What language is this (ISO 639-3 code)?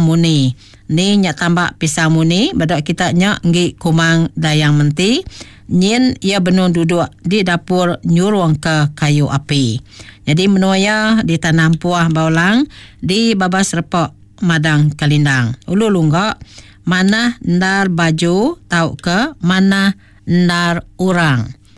iba